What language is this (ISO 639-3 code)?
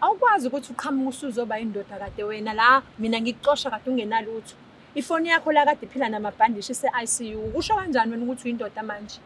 zul